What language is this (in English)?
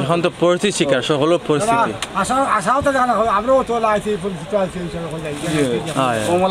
Sylheti